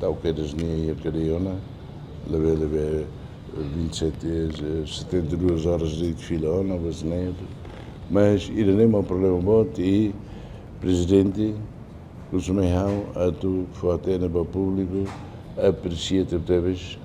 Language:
Tetum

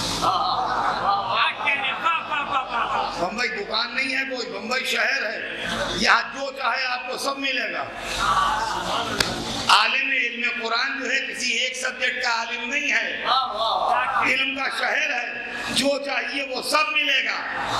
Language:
Urdu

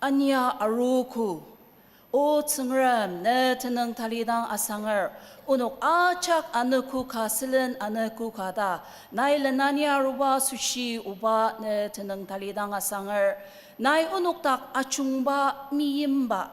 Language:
Ao Naga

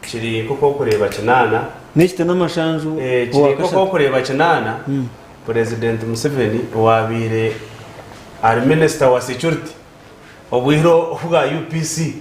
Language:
Nyankole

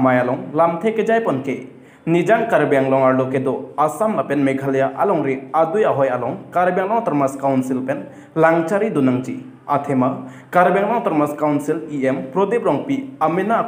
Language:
Karbi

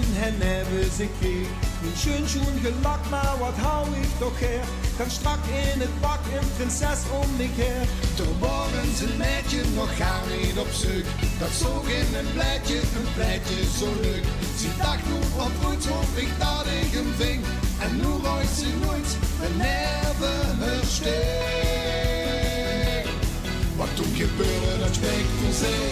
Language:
Limburgish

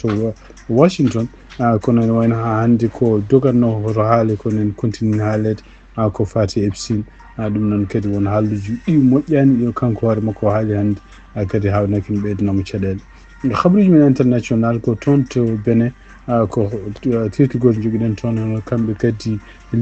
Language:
Fula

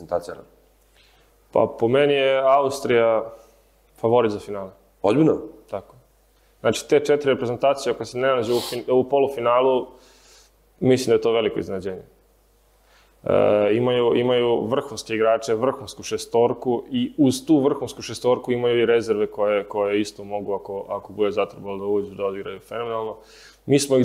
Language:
Croatian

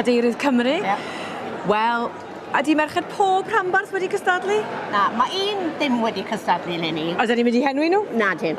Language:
Welsh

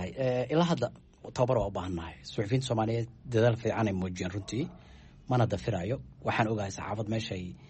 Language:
Somali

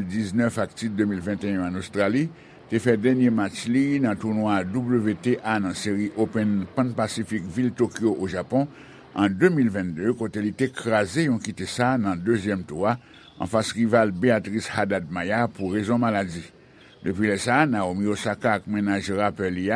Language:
Haitian Creole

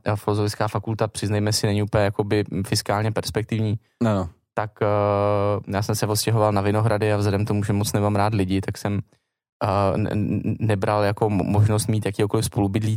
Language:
Czech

